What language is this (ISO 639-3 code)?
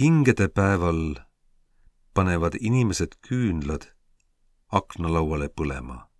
est